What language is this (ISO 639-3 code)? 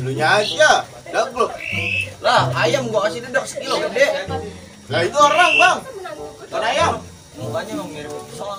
bew